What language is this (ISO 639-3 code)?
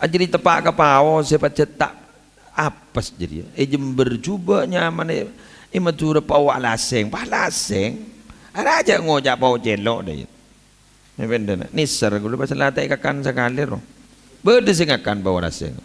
mad